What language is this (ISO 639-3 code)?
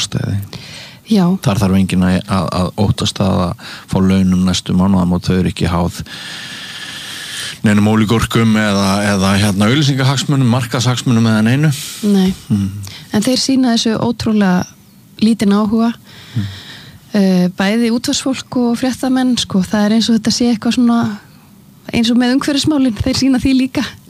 isl